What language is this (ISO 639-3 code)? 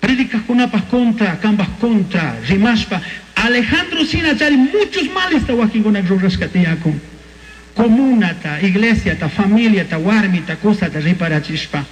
qug